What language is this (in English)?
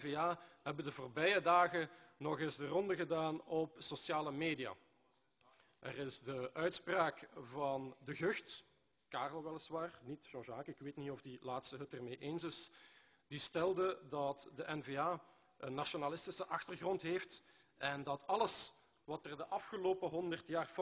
Dutch